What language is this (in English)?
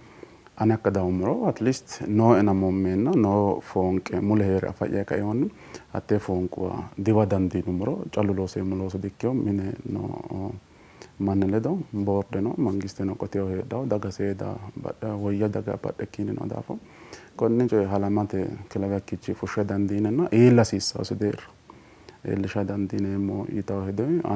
Sidamo